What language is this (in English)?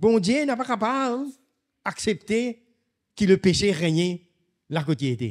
Morisyen